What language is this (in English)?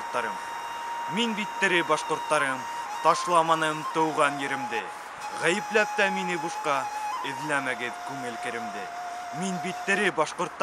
Bashkir